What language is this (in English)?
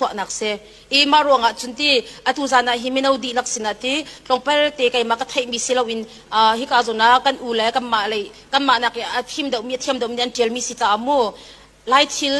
Hakha Chin